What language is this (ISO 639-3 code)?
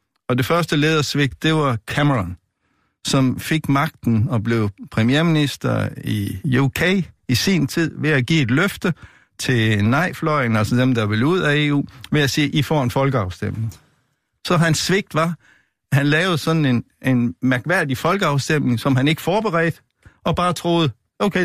dan